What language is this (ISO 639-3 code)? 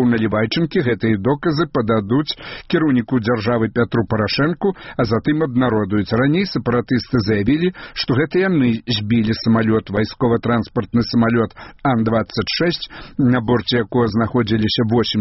bel